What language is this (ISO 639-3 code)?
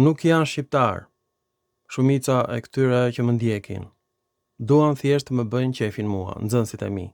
sqi